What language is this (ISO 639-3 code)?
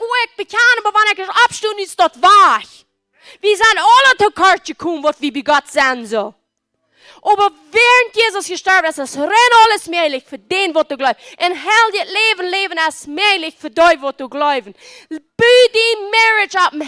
pdt